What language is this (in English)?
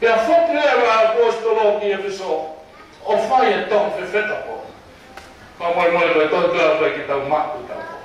Tongan